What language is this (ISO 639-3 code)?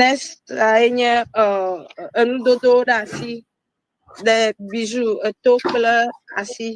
ewe